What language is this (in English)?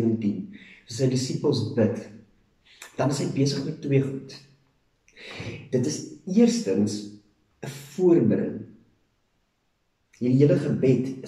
Afrikaans